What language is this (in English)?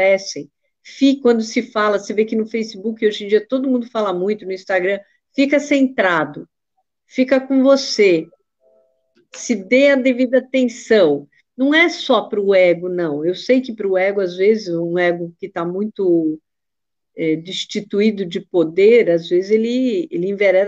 Portuguese